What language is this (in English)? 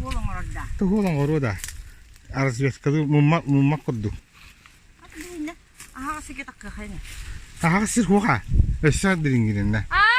Yakut